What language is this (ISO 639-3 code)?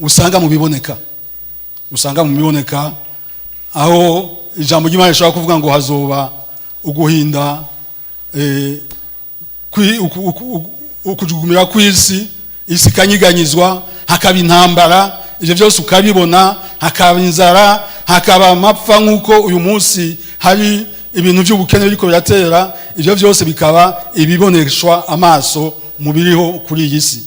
run